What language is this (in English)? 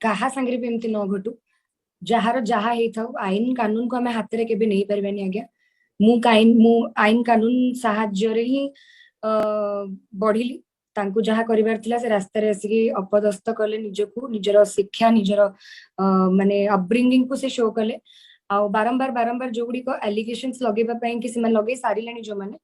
Odia